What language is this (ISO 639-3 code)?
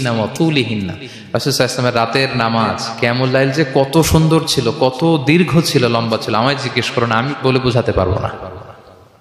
ben